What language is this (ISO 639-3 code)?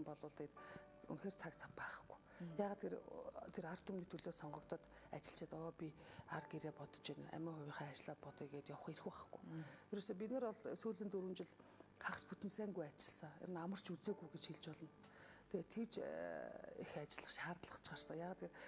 mon